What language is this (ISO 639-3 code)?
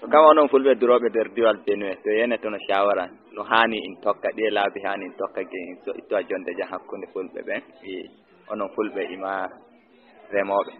ful